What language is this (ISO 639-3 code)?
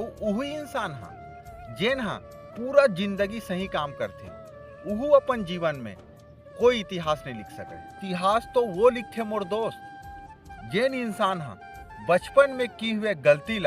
hne